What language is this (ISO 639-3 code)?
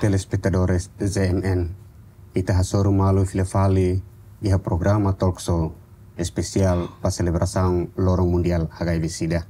tet